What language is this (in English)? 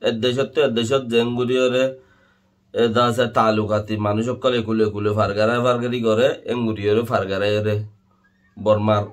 Rohingya